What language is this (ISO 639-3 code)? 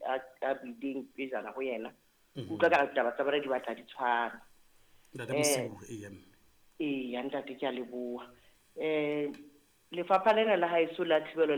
sot